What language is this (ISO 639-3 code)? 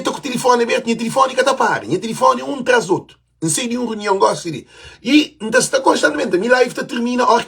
kea